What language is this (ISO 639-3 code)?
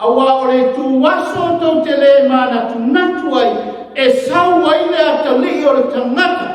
smo